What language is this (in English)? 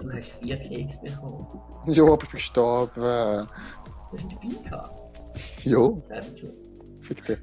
Swiss German